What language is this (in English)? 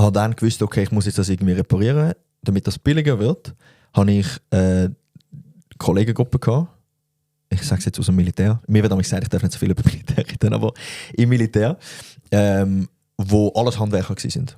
Swiss German